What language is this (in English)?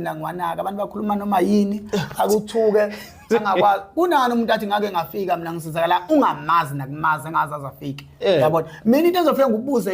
Zulu